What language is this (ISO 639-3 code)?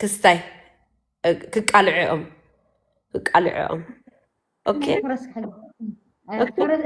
tir